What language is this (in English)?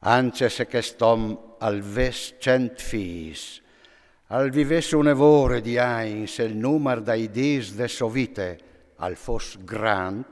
Friulian